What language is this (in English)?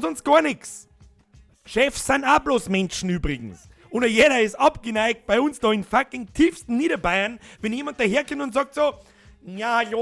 Bavarian